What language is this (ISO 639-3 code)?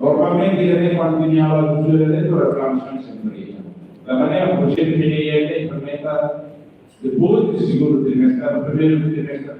tet